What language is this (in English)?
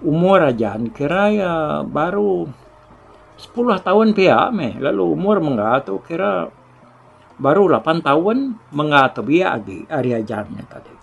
Iban